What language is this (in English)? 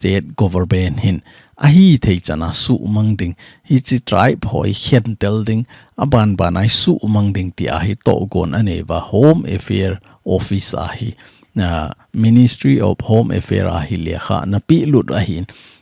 Thado Chin